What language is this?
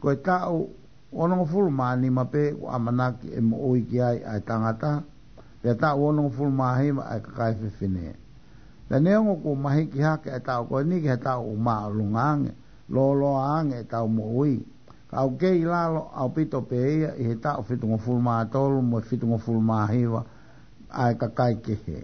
Tongan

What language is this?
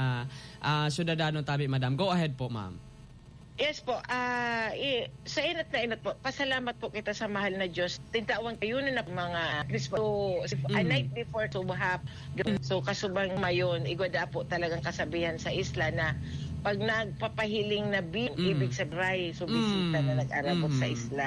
Bikol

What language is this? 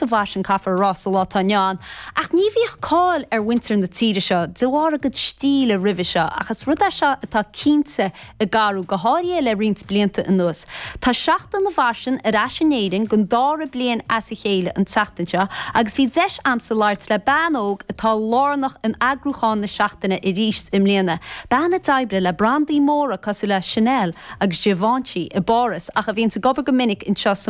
Irish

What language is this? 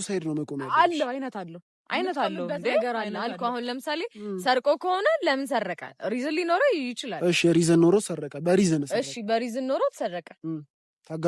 Amharic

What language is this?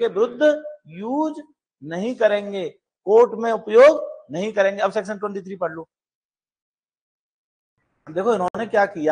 Hindi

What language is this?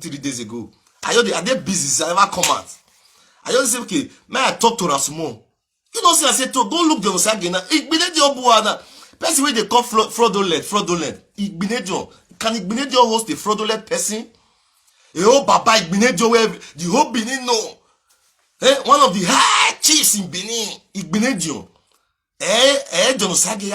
Nigerian Pidgin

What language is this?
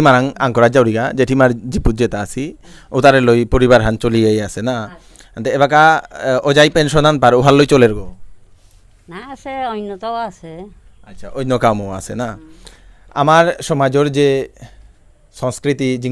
Bishnupriya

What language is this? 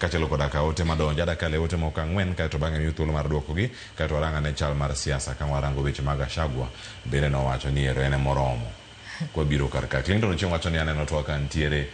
Luo (Kenya and Tanzania)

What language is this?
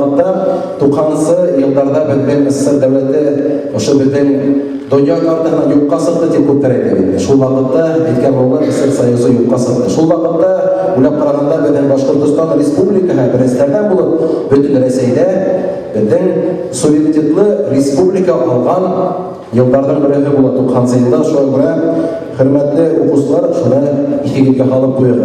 Bashkir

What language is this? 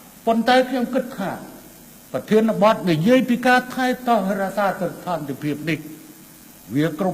Khmer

